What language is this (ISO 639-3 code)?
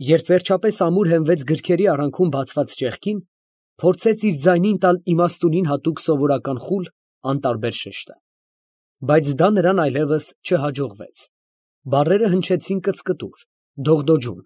hye